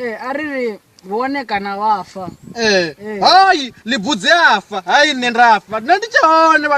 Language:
Venda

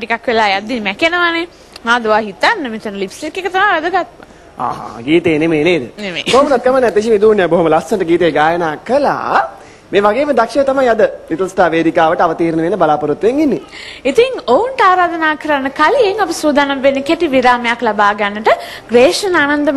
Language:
Sinhala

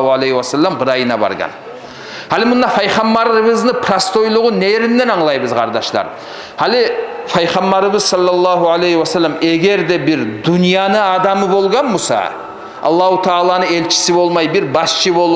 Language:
Kumyk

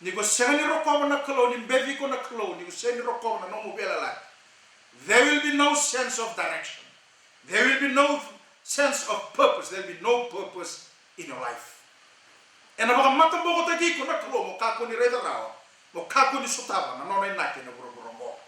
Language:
Fijian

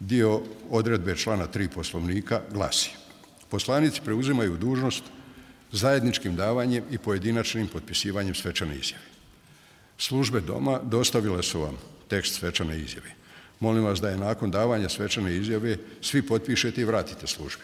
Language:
Bosnian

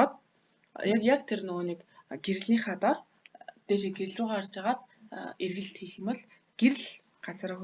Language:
Mongolian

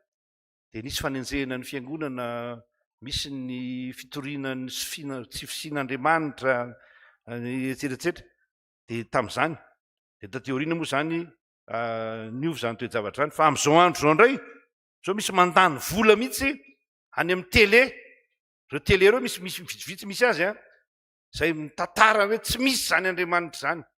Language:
Malagasy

